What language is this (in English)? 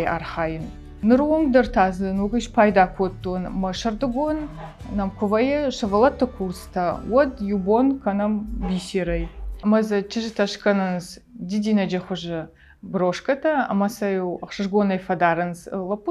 Ossetic